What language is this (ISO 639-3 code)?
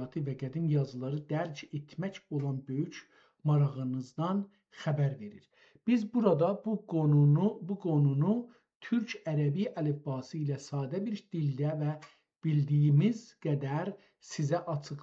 azb